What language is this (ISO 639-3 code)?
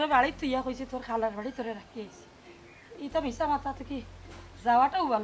syl